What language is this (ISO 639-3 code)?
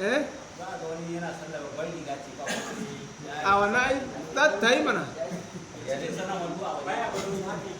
hau